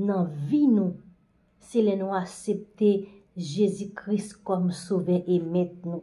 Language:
Haitian Creole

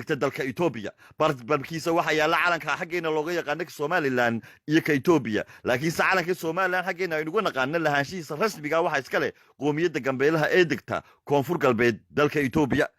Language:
Somali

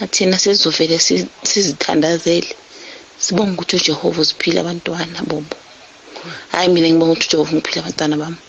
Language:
South Ndebele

